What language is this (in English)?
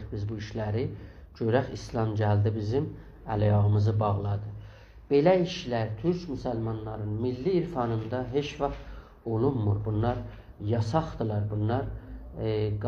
South Azerbaijani